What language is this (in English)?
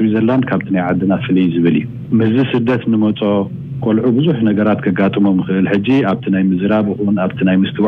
Tigrinya